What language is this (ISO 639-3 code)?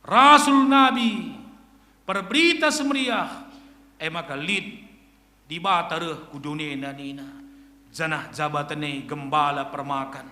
btx